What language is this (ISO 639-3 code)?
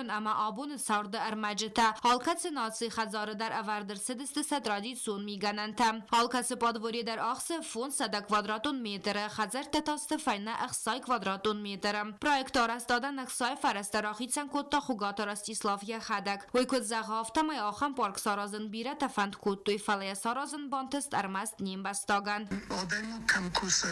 oss